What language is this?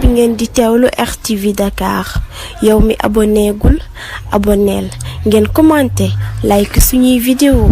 Wolof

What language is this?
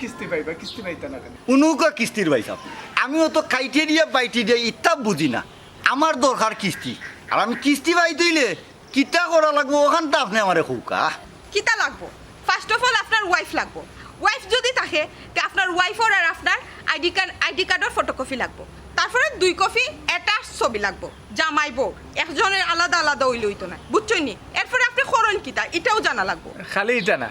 Sylheti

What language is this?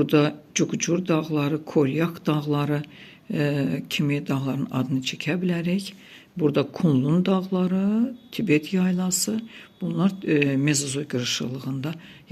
Azerbaijani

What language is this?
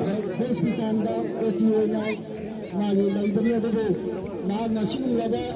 Manipuri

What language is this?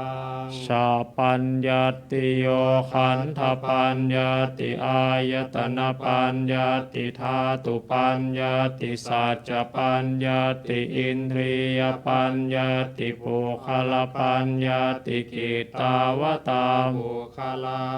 Pali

